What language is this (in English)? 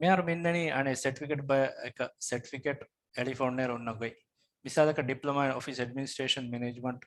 Divehi